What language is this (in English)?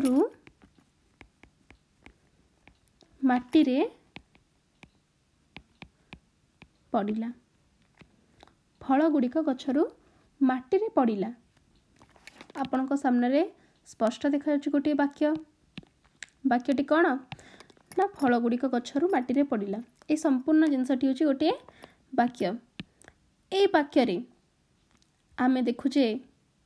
Odia